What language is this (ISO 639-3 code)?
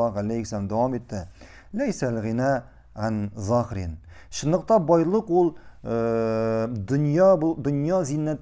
tat